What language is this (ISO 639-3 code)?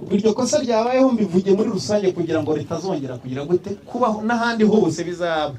kin